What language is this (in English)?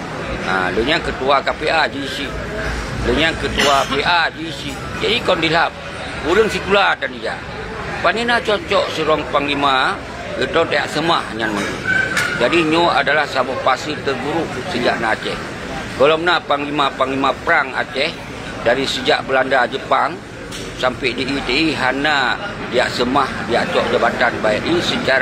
Achinese